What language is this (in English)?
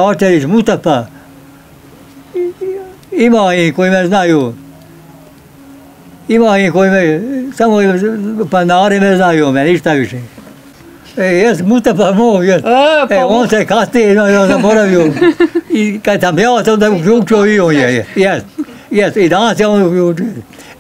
Bosnian